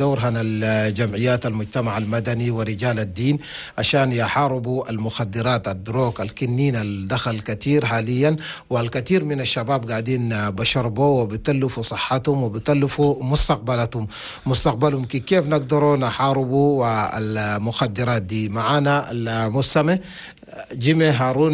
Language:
Chadian Arabic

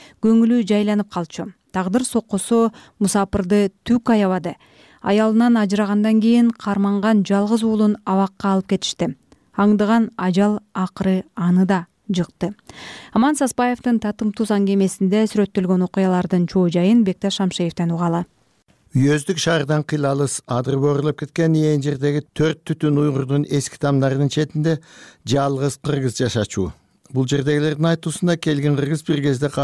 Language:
Kyrgyz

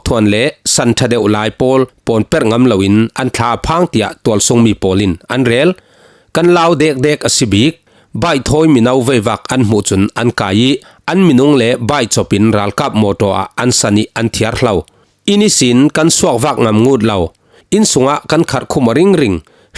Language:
Falam Chin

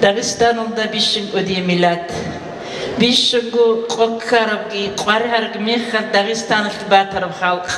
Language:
Avaric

